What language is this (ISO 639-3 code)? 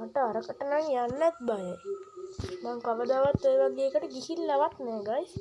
sin